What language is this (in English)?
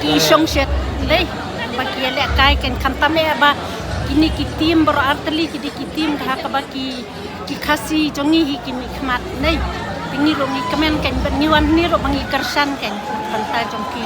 Khasi